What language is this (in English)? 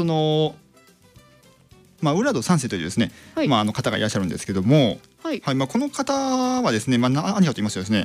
Japanese